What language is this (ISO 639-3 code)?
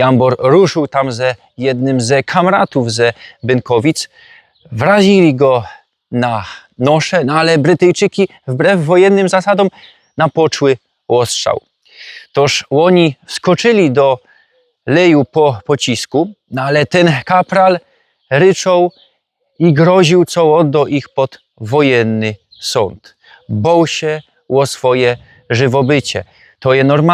szl